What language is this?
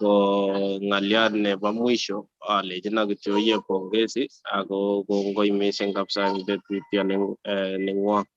Kalenjin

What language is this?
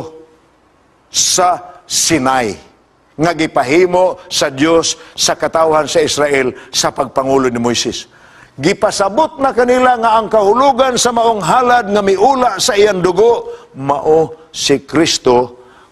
Cebuano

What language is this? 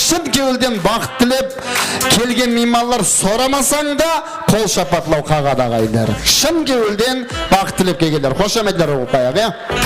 Kara-Kalpak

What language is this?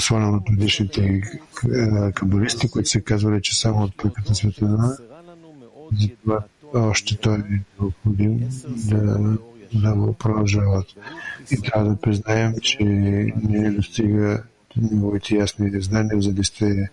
Bulgarian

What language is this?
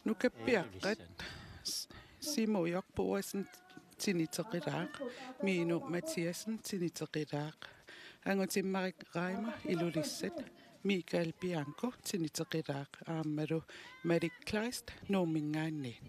Kalaallisut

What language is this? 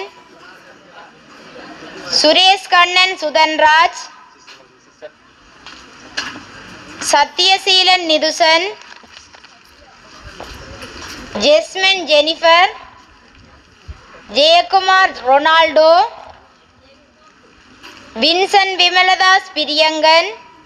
Tamil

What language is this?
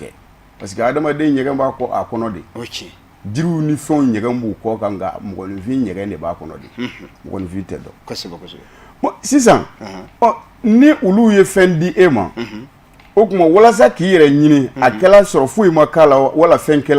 Bambara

